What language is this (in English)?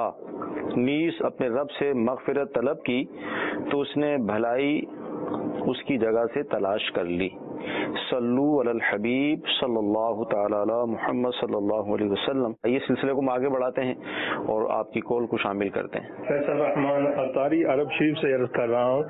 Urdu